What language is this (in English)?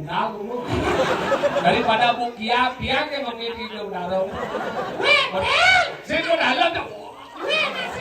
Balinese